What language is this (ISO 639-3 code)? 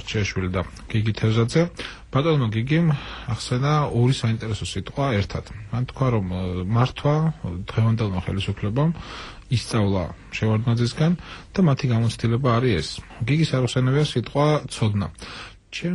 kat